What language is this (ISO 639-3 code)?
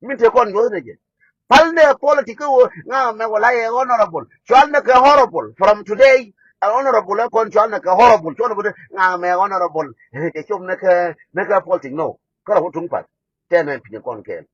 nus